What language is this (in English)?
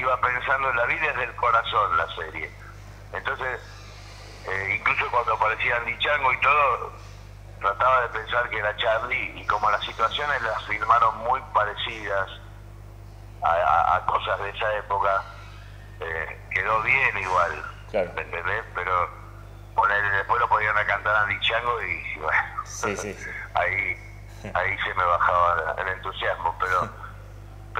Spanish